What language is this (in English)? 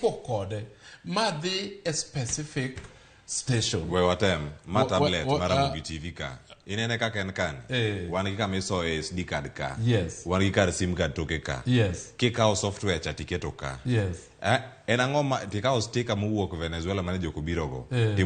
Luo (Kenya and Tanzania)